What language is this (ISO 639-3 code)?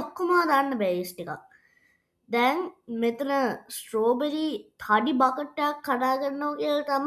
sin